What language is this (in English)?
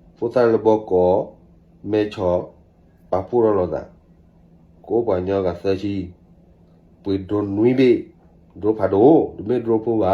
S'gaw Karen